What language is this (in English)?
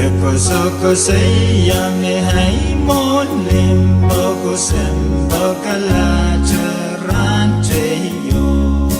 Pohnpeian